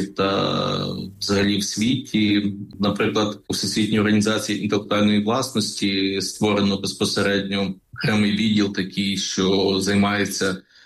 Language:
Ukrainian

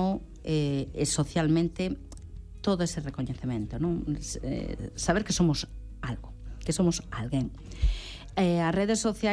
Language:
Galician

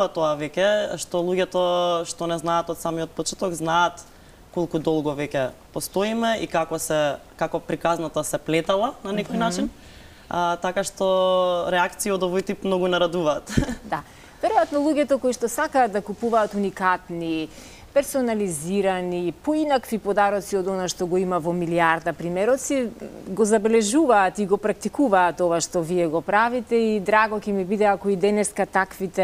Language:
Macedonian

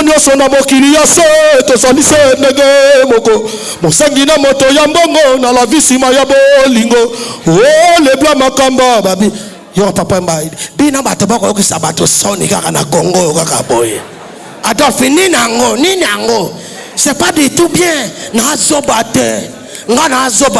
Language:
Lingala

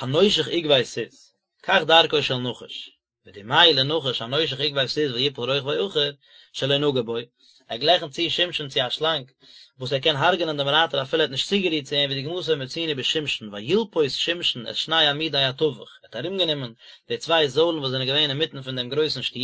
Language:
Yiddish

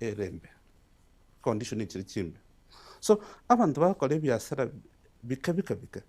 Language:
Gusii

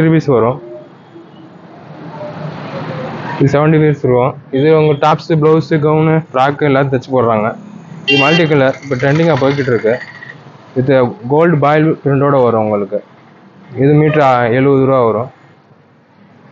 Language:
Tamil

